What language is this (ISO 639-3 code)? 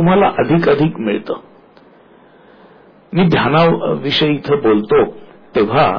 mar